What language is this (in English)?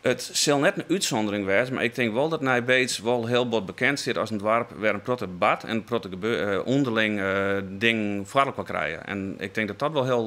Western Frisian